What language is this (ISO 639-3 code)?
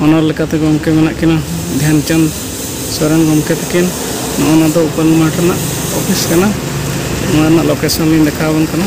sat